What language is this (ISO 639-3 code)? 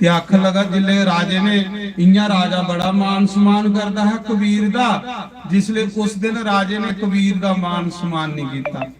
doi